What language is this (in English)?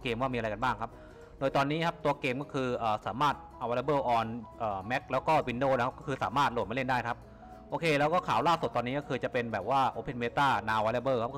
Thai